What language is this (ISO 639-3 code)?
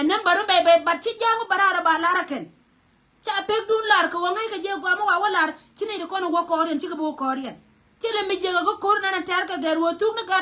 nus